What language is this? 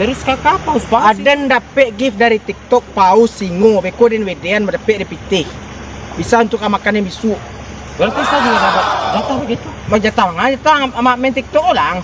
Minangkabau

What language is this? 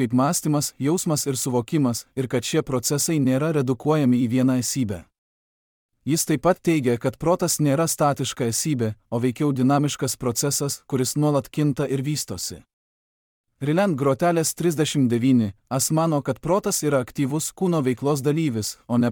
Lithuanian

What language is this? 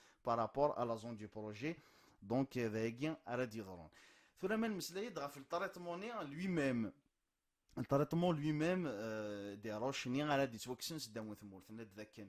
Kabyle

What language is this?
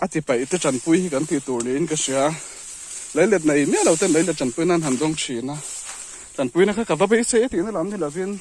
Mizo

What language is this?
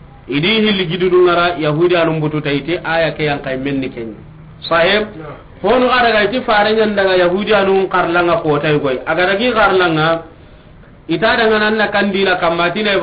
Soninke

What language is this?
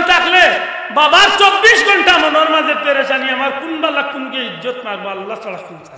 Sylheti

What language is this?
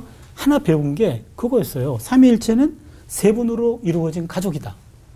Korean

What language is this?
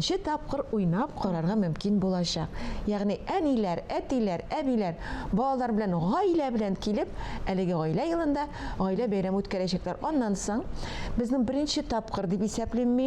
Tatar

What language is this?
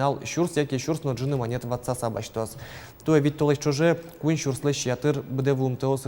Udmurt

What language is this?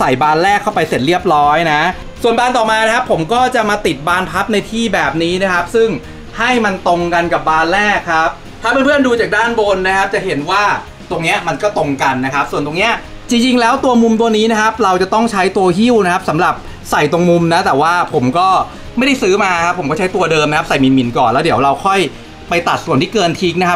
Thai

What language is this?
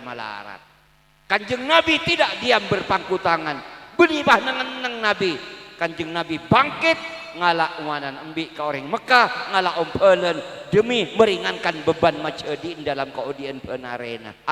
Madurese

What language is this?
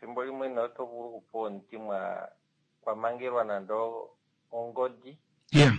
Kuanyama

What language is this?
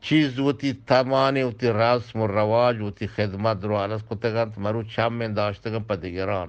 Eastern Balochi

